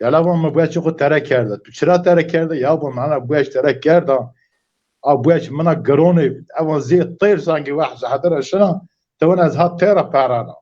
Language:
Zaza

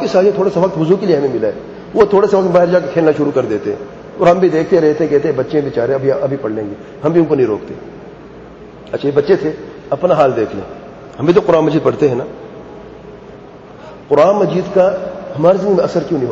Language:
Urdu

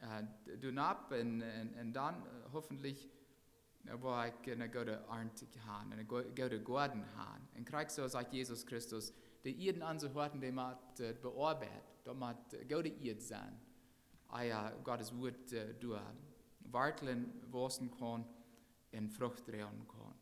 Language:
Plautdietsch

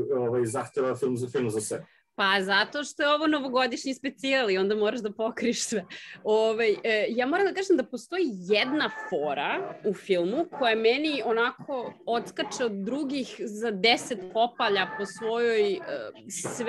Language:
Serbian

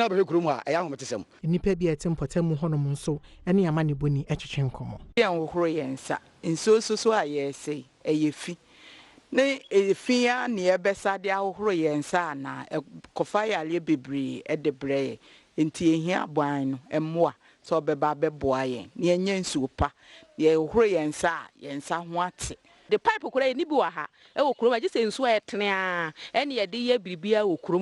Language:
Akan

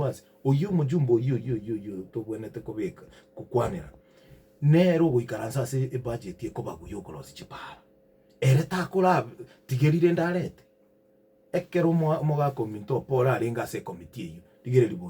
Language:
Gusii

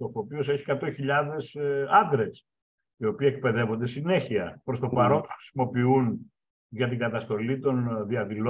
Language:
Greek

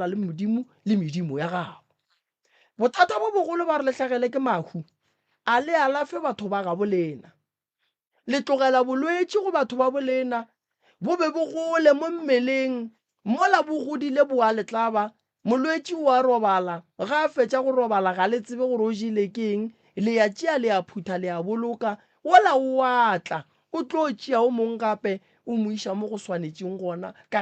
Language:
Northern Sotho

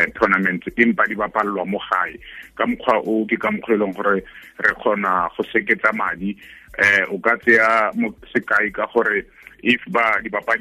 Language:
Tswana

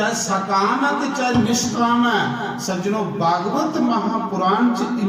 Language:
Dogri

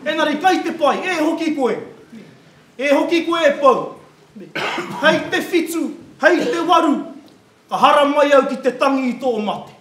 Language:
Māori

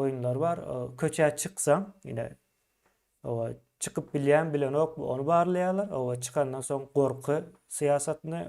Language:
Turkmen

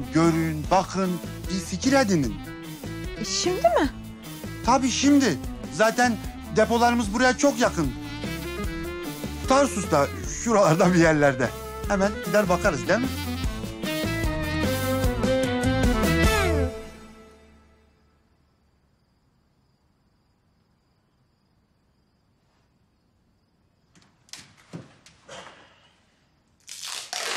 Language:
Turkish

